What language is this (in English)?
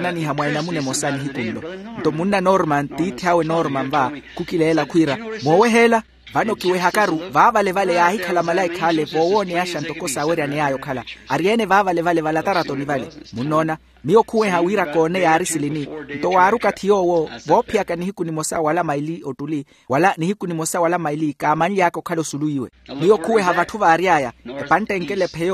Makhuwa